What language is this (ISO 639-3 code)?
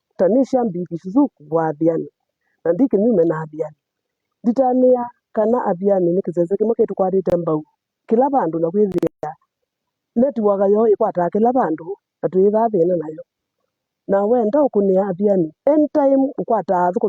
kam